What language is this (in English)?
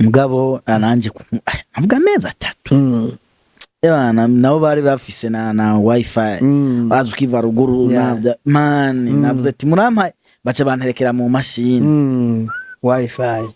Rundi